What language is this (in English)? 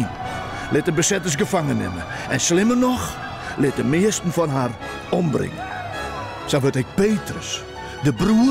Western Frisian